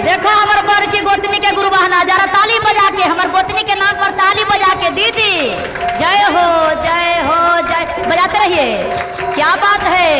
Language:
Magahi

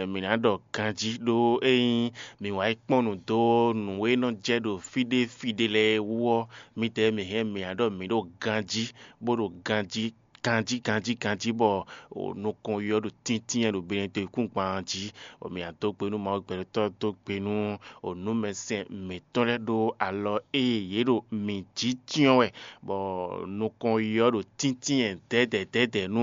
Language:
Fon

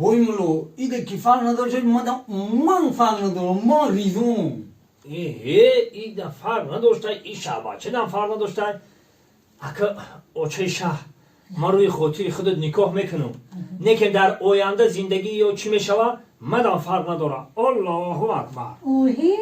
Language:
Tajik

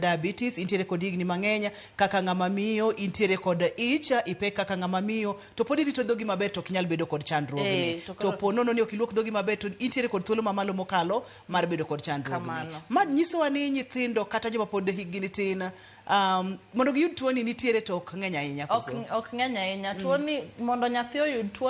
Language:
Luo (Kenya and Tanzania)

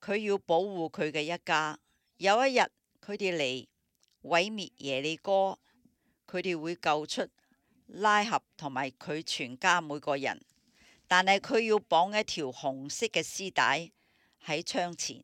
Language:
Cantonese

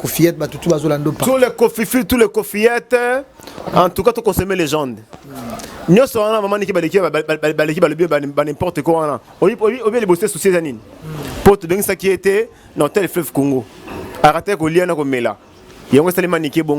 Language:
Lingala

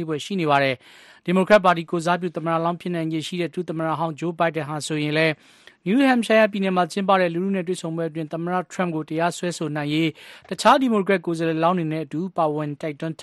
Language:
Burmese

